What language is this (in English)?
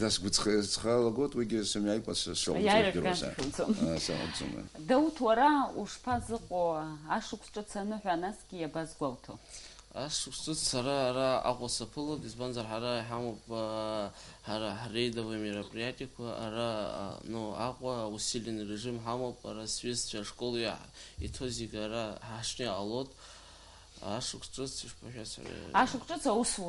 Abkhazian